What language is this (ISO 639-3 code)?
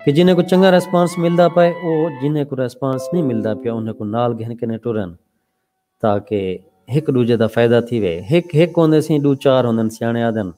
skr